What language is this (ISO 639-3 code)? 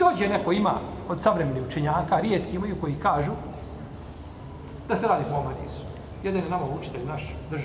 bos